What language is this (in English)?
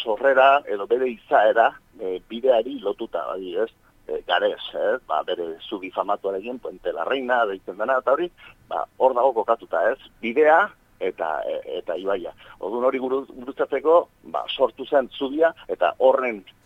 Basque